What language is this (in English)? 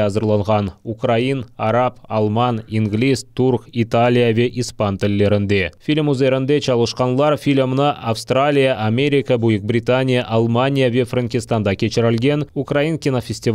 Crimean Tatar